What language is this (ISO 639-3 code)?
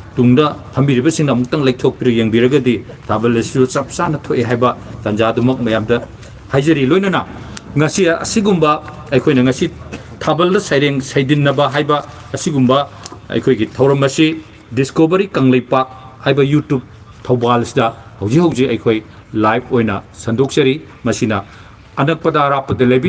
mni